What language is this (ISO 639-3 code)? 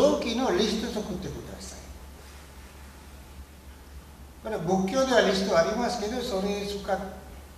jpn